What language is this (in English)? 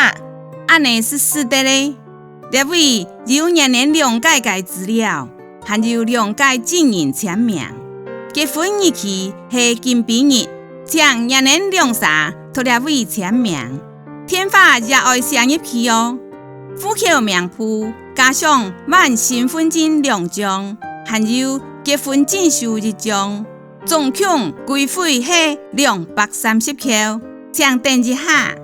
Hakka Chinese